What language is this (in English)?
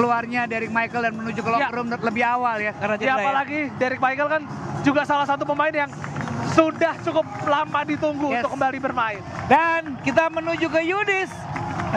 Indonesian